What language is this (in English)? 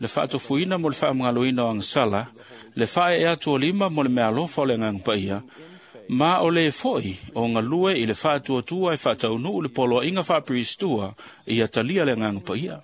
Samoan